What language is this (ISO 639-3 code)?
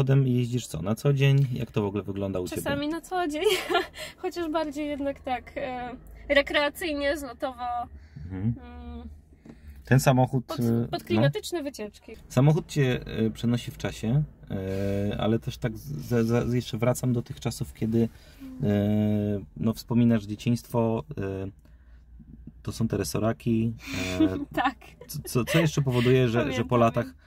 pol